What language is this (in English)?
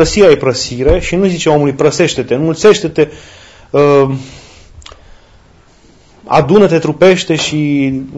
Romanian